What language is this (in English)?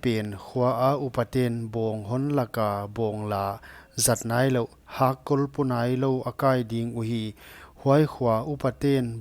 Paite Chin